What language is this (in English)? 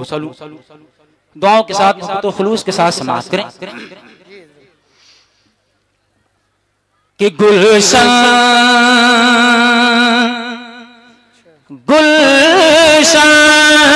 Hindi